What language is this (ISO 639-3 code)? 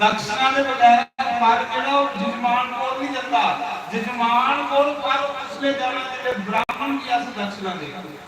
doi